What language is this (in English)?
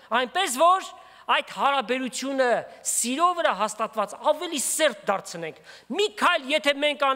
Armenian